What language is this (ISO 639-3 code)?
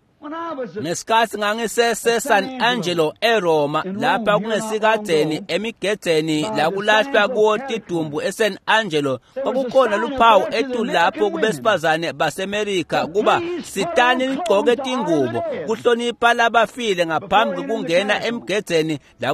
ssw